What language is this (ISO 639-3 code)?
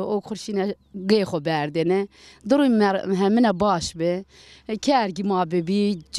zza